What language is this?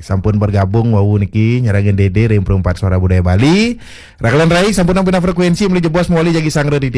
Balinese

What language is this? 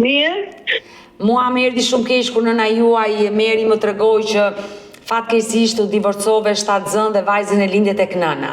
Albanian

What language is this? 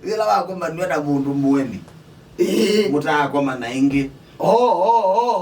Kamba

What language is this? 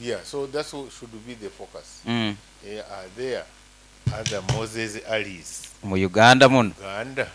Nyoro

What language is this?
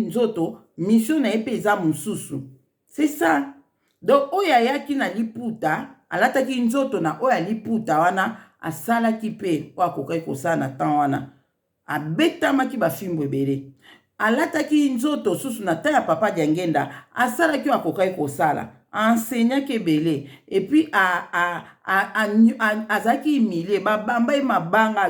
Lingala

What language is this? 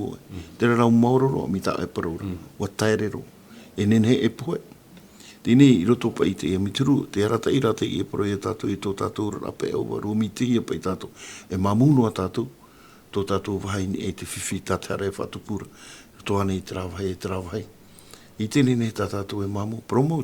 Tahitian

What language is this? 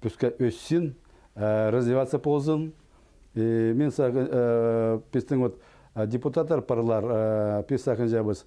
Khakas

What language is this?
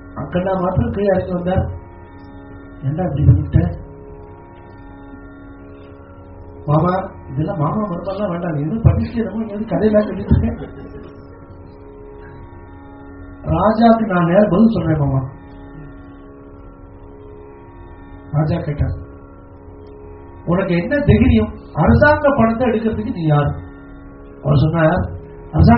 Tamil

